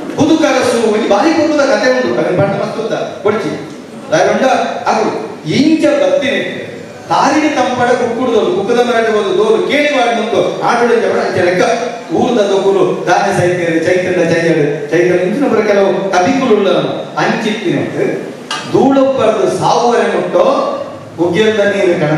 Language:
Tulu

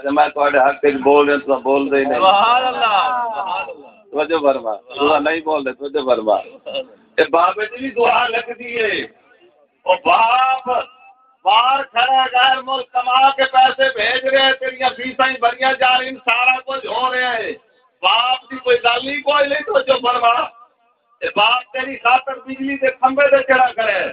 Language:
Saraiki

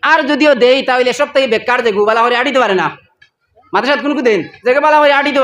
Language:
Sylheti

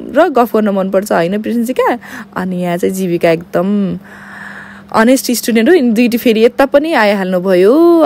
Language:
Nepali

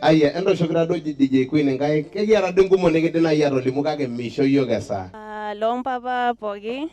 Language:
Masai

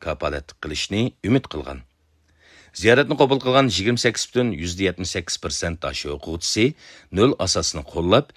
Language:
Uyghur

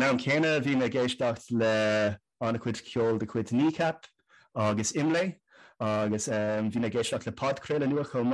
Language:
Irish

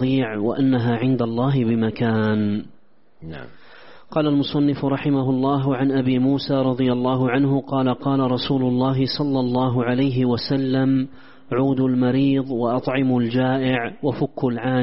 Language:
Arabic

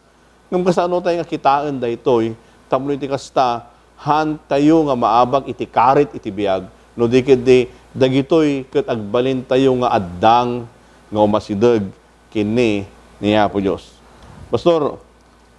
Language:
Iloko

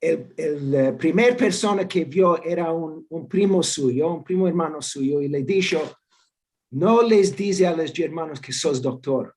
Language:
Ladino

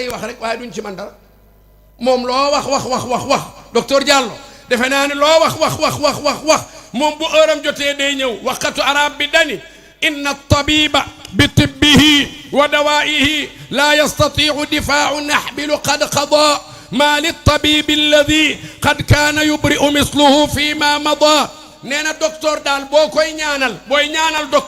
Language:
Wolof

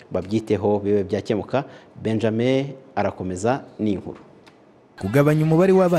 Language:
Kinyarwanda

